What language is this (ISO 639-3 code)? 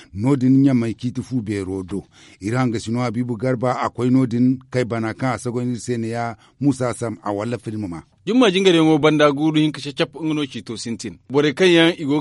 dje